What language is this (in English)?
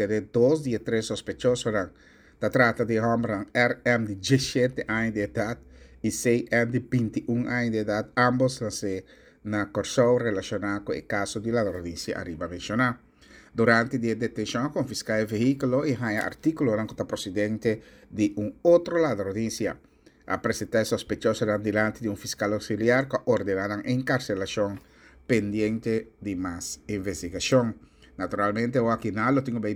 Papiamento